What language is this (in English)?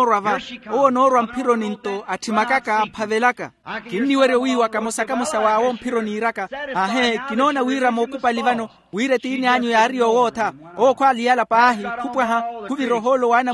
Makhuwa